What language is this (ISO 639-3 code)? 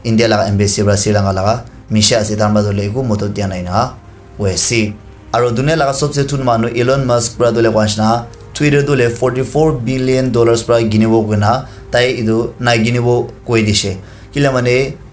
nag